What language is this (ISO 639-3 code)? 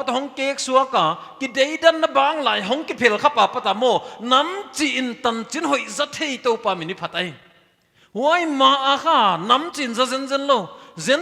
pck